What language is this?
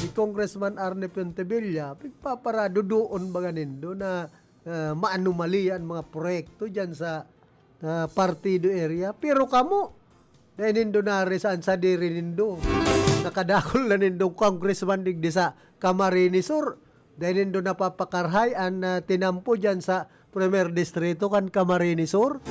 Bikol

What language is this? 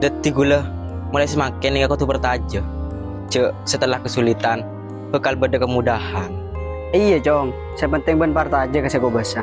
Madurese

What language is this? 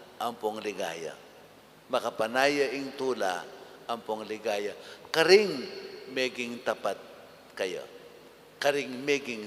Pampanga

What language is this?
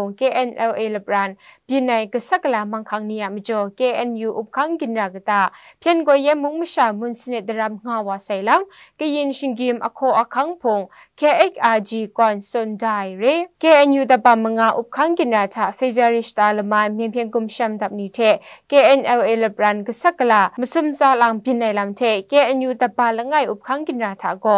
Kachin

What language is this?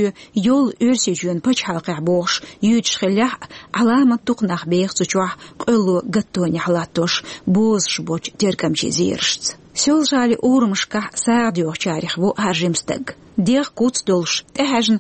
Chechen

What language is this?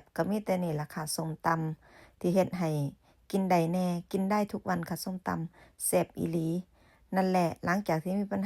Lao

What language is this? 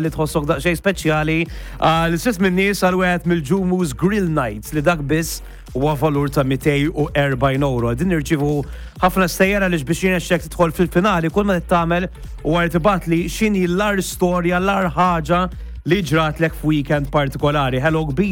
Maltese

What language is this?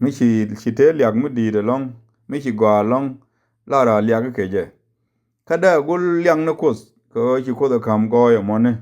Nuer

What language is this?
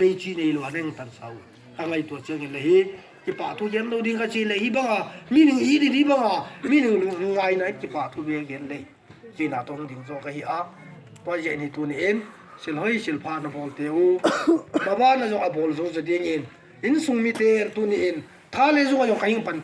Tedim Chin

